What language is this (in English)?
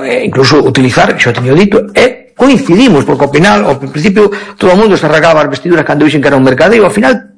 Galician